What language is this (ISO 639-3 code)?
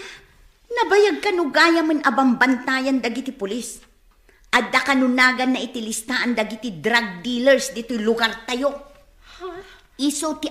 ilo